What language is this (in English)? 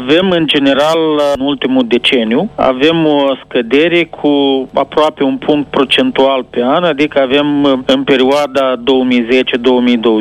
Romanian